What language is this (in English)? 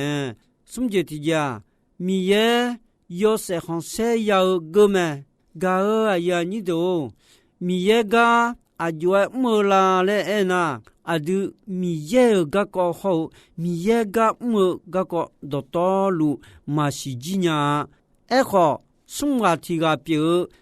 Akha